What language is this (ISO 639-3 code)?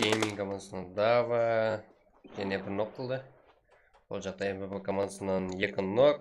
kaa